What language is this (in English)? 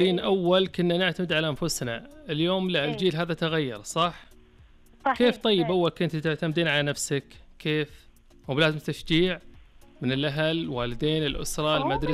Najdi Arabic